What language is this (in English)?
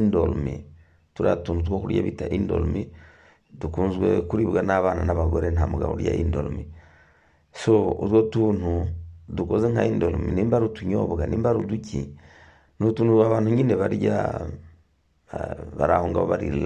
Kinyarwanda